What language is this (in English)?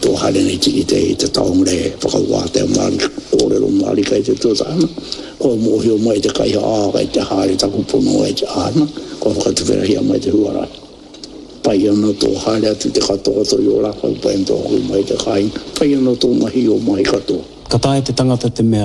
Māori